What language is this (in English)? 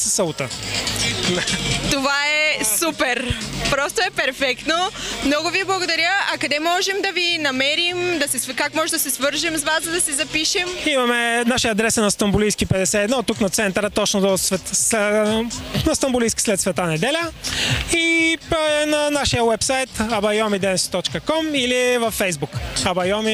Bulgarian